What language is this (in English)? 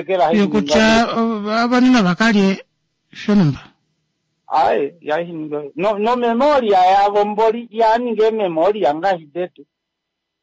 Kuanyama